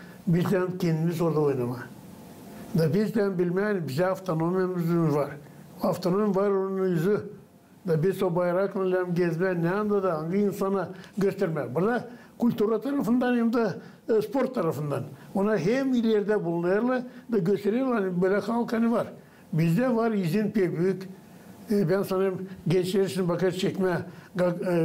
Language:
Gagauz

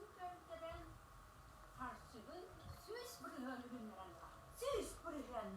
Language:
Yakut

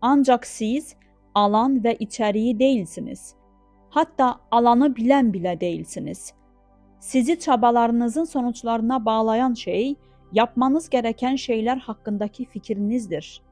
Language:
Azerbaijani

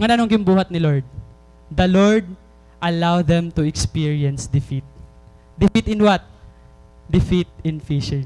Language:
Waray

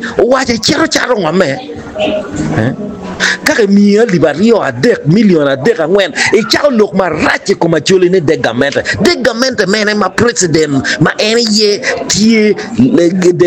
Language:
Acoli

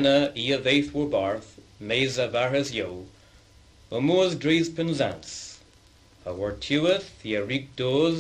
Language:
Cornish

